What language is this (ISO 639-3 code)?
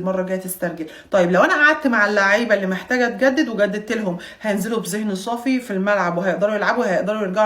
arz